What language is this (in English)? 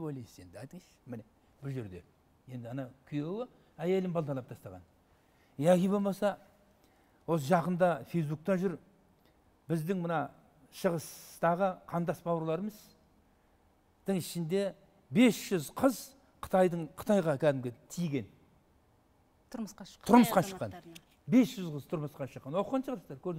Kazakh